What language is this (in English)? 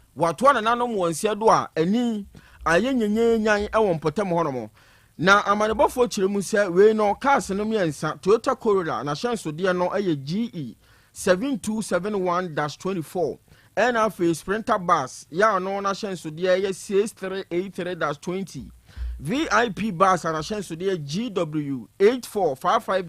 Akan